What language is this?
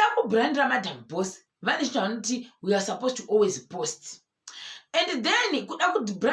Shona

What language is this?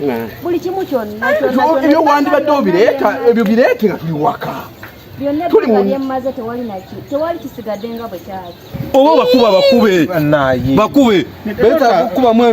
Ganda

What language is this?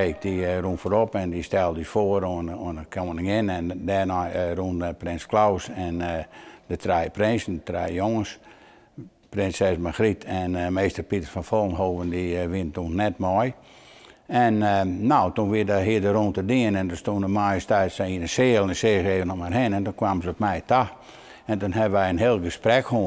Western Frisian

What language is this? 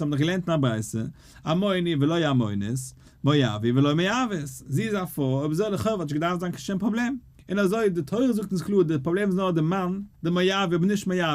Yiddish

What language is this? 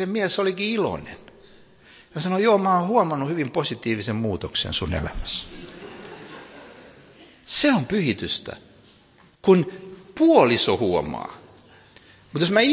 Finnish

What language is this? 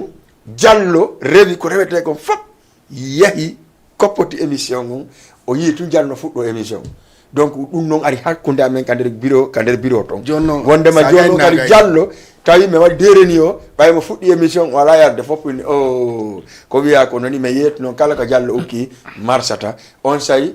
Fula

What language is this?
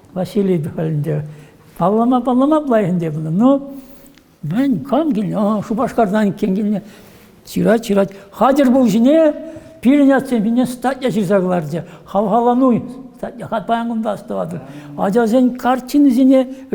Chuvash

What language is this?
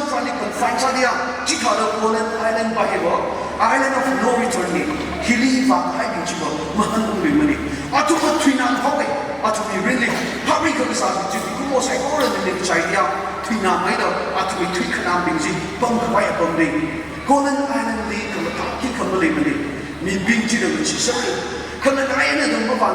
Tangkhul Naga (India)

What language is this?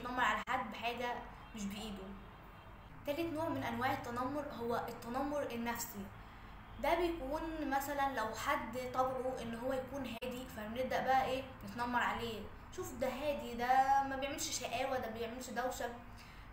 Egyptian Arabic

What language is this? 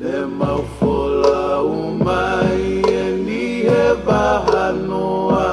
Tongan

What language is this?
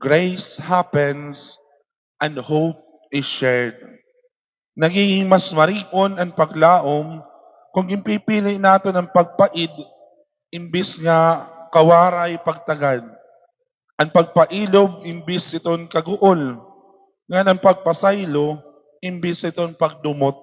Waray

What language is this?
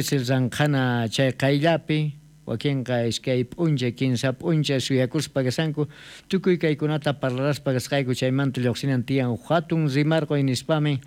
South Bolivian Quechua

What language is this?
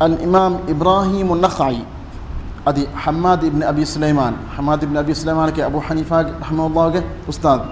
Divehi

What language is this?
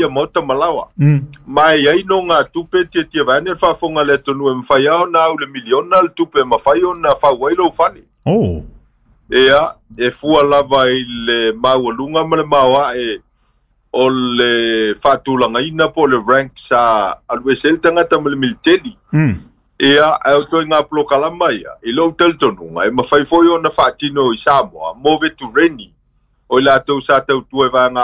Samoan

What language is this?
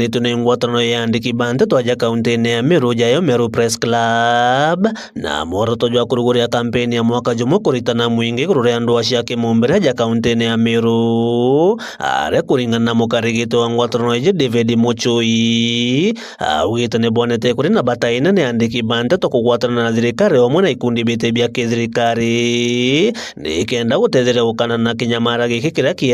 Meru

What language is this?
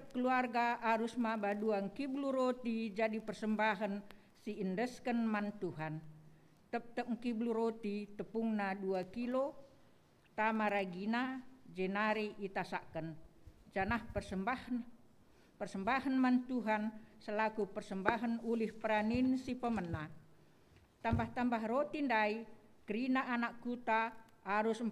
Batak Karo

